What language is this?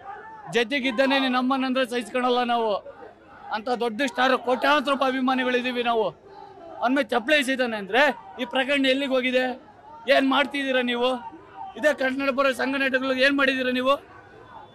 Kannada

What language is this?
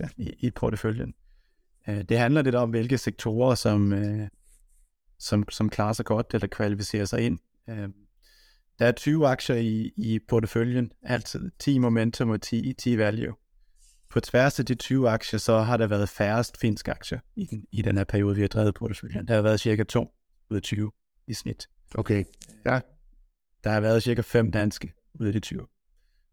Danish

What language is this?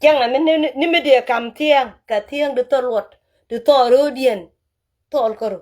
Nuer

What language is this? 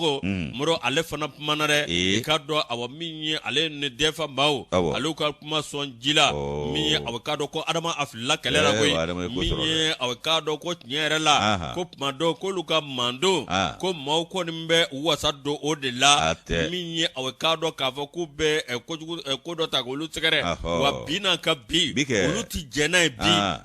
Bambara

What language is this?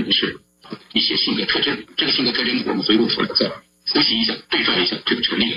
Chinese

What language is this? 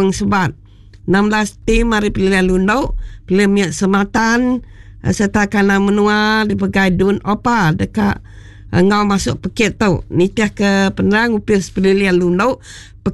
Iban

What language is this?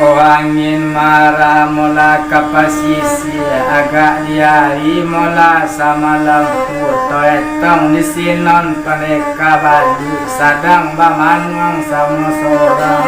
Minangkabau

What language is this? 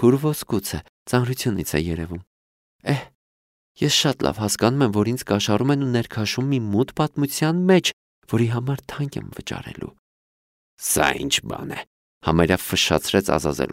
Armenian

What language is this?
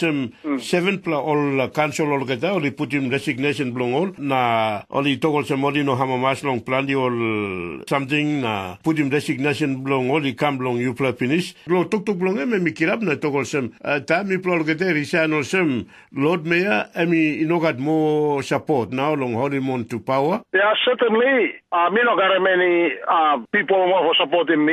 Tok Pisin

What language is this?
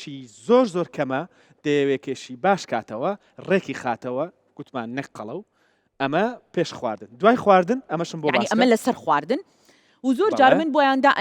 Central Kurdish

